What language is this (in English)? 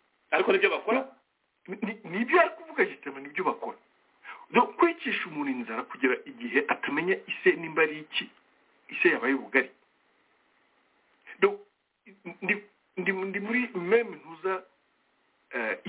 Kinyarwanda